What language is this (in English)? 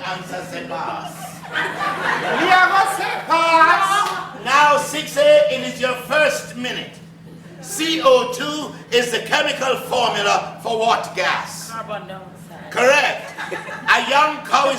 Jamaican Creole English